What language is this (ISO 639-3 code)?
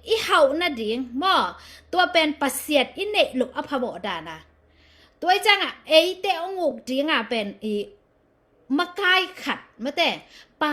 ctd